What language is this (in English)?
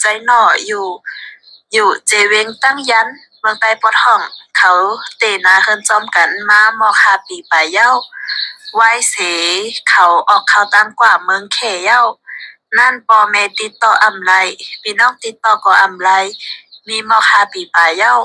Shan